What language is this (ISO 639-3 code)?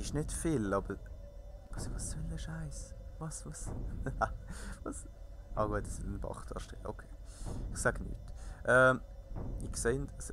gsw